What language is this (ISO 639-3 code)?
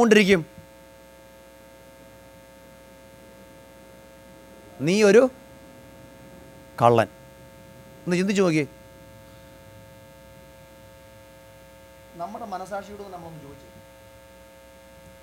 mal